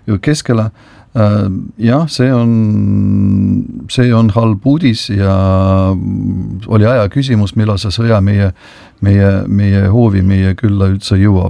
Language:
Estonian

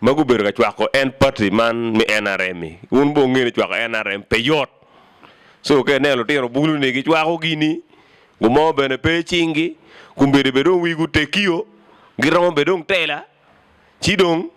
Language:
Acoli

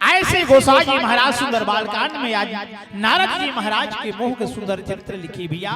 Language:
Chhattisgarhi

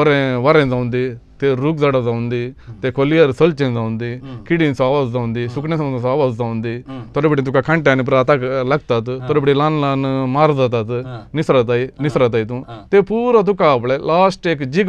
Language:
Konkani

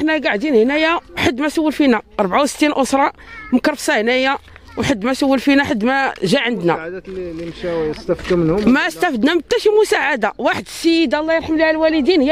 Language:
Moroccan Arabic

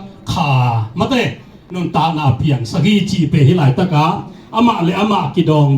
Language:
Tedim Chin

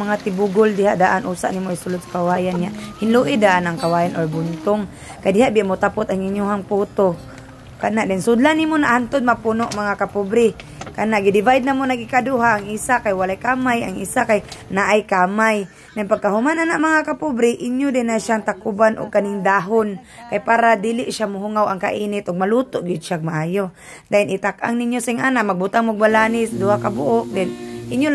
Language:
Cebuano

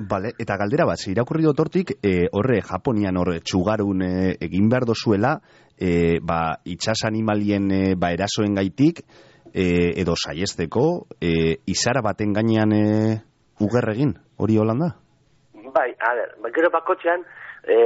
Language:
Basque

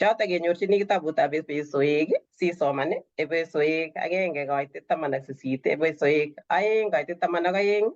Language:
Kalenjin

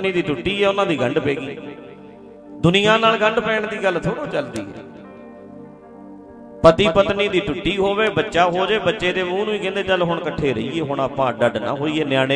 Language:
Punjabi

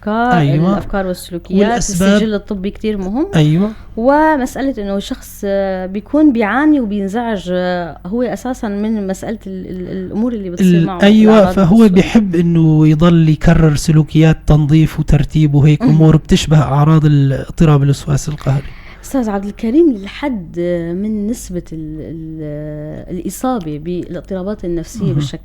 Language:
North Levantine Arabic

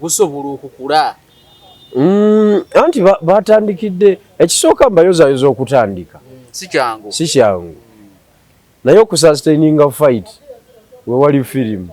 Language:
Ganda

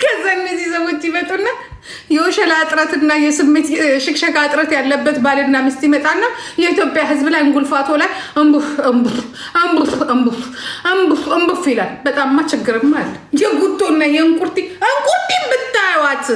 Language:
Amharic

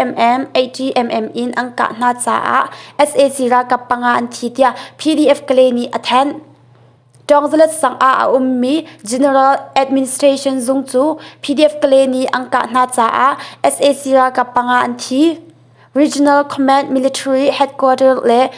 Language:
Hakha Chin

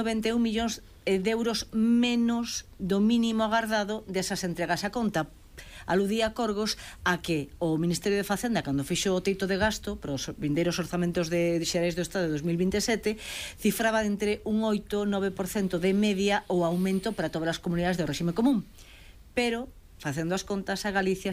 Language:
Galician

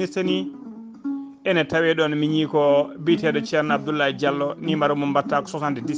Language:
Fula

